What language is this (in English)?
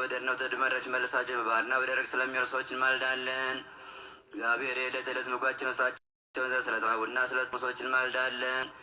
Amharic